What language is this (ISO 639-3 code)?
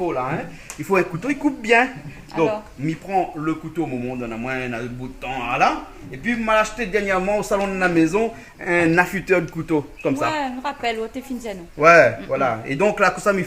rcf